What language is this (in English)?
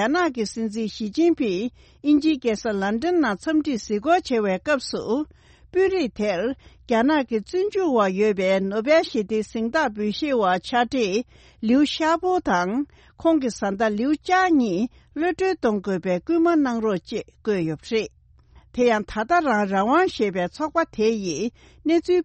Tibetan